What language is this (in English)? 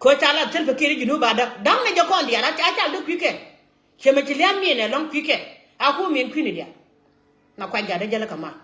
Nuer